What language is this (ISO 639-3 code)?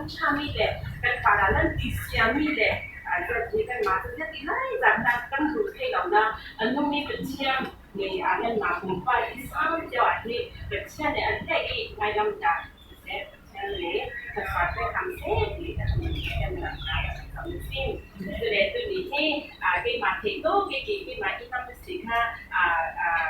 cfm